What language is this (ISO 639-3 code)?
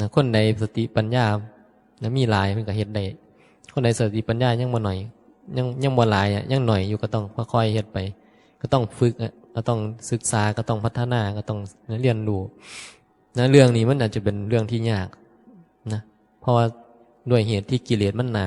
tts